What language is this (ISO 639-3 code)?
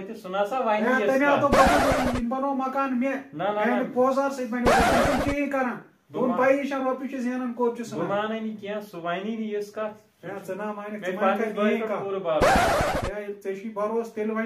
kas